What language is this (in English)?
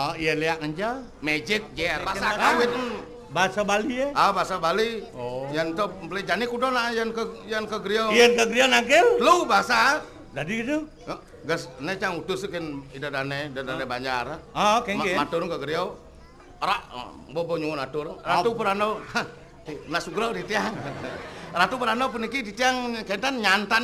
Balinese